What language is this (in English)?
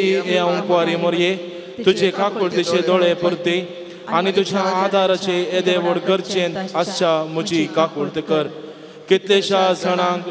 Konkani